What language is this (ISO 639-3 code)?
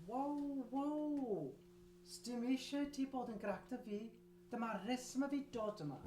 cym